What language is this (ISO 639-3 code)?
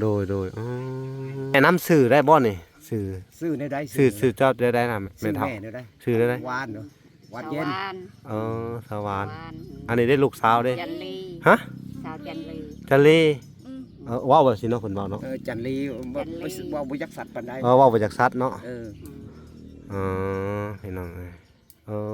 lao